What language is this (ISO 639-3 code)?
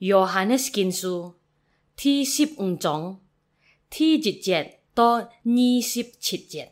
hak